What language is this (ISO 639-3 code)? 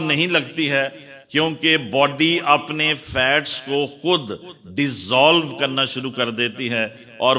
urd